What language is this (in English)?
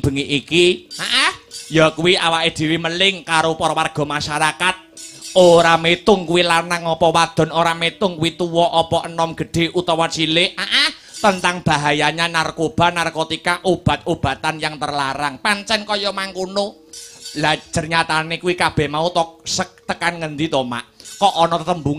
Javanese